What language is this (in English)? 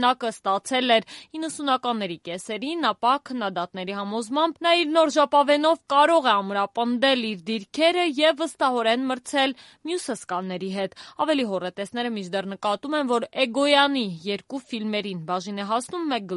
Armenian